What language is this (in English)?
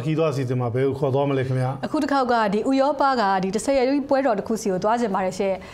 Burmese